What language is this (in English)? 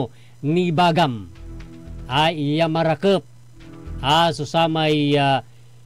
Pangasinan